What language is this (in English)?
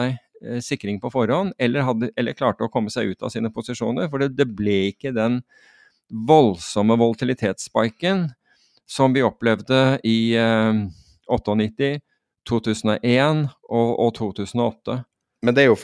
Norwegian